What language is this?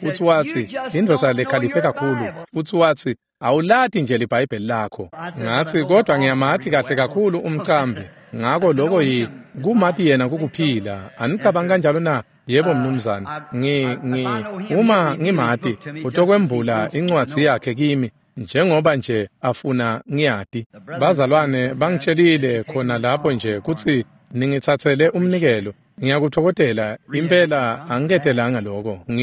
Swati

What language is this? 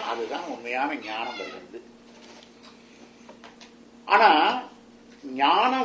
Tamil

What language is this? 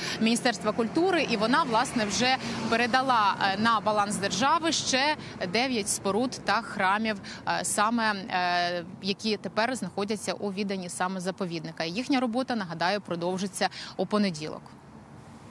Ukrainian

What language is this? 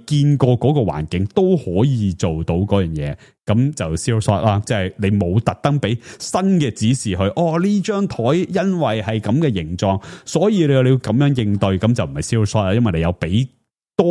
Cantonese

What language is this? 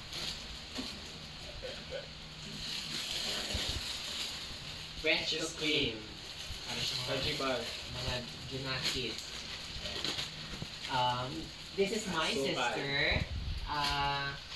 Filipino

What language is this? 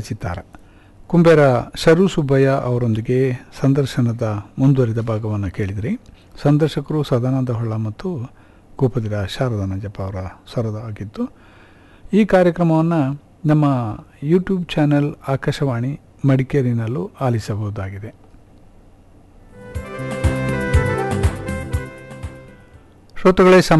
Kannada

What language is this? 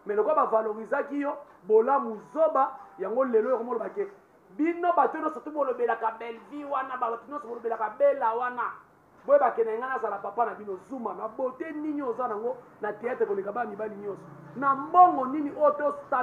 Lingala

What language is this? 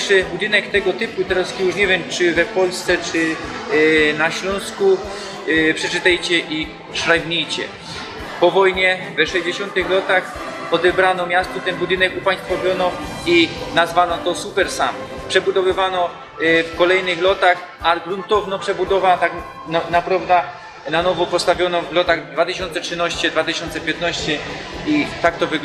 Silesian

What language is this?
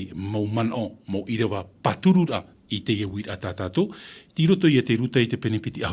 Tahitian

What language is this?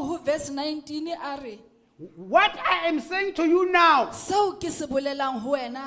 Southern Sotho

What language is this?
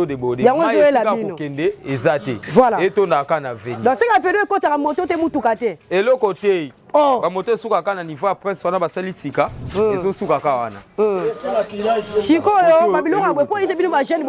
Lingala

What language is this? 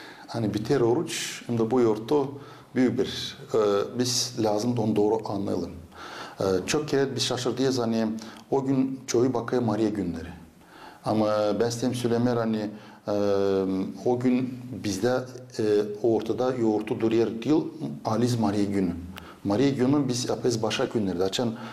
Gagauz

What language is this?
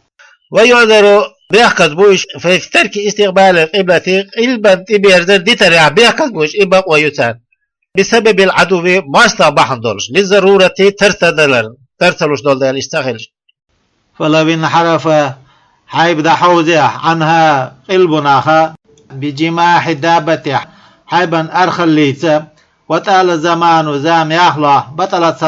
Chechen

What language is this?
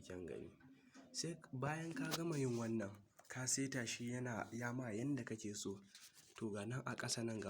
Hausa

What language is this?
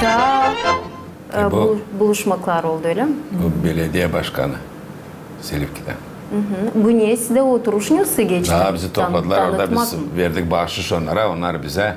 Gagauz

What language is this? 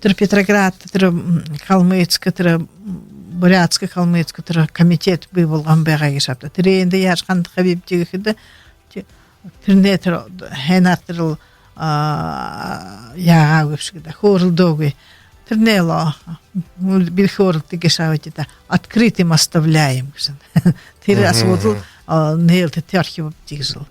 Buriat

